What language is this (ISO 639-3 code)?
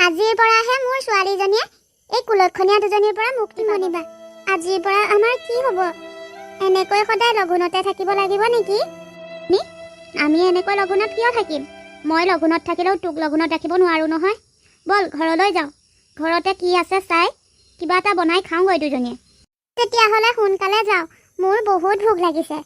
asm